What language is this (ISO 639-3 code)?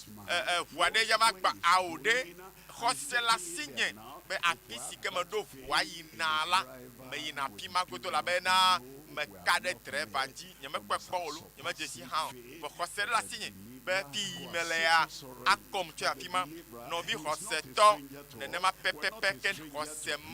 ewe